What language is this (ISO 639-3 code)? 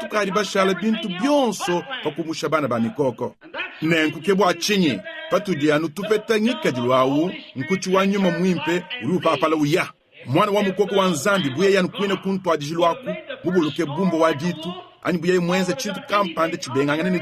lua